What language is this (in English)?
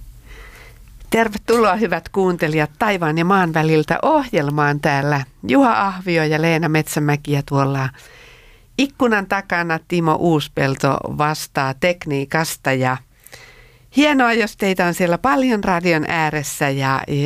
Finnish